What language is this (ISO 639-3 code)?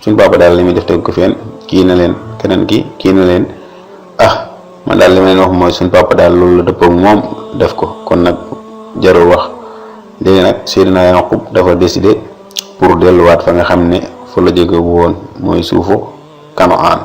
wol